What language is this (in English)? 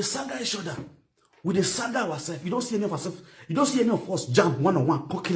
Nigerian Pidgin